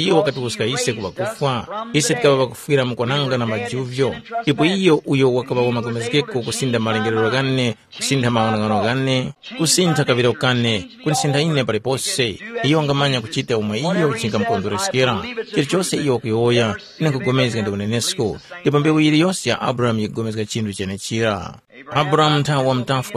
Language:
Tumbuka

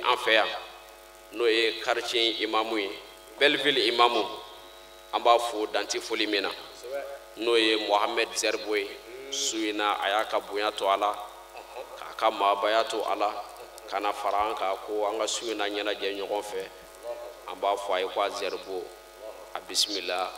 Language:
Bambara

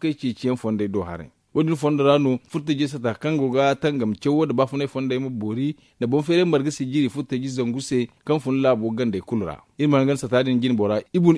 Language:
Zarma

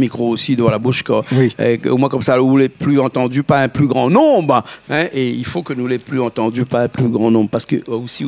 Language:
Réunion Creole French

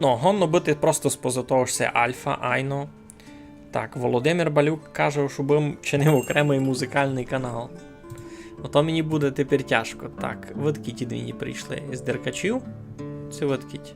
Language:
Rusyn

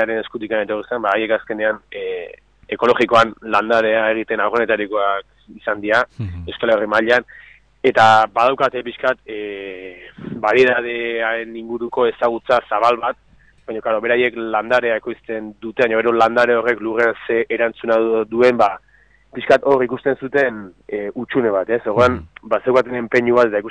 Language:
Basque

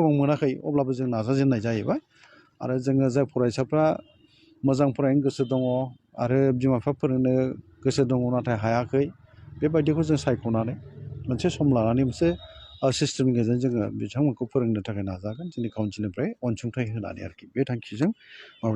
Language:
Bodo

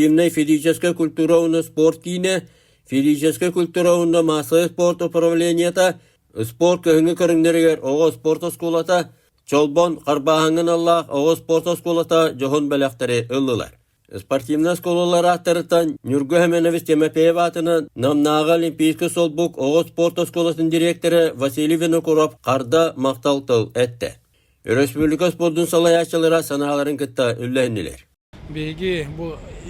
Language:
Yakut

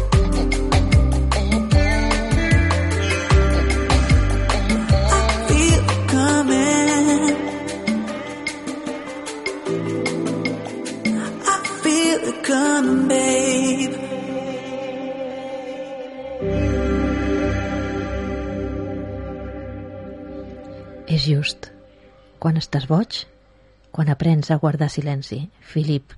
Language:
Spanish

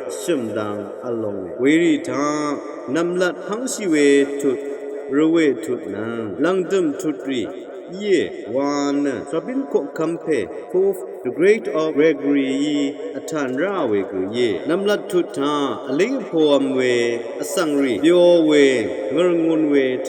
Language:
Rawang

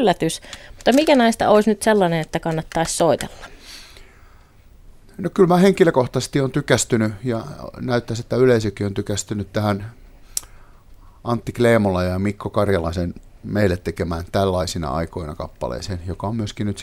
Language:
Finnish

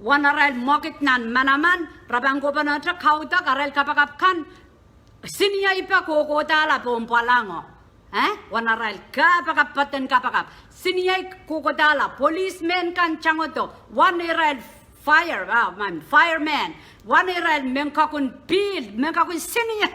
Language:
Pohnpeian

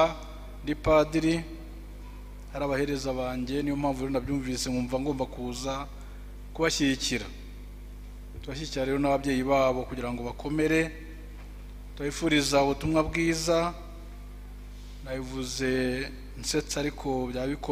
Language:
Kinyarwanda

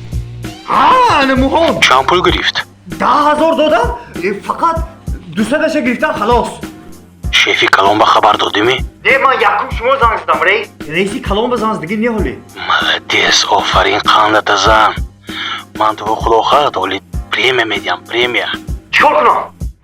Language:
Tajik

